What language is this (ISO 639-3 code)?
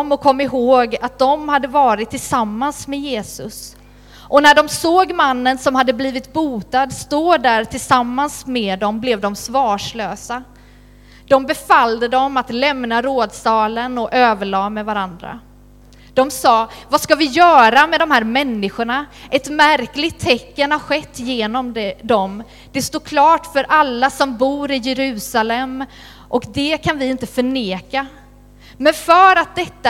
swe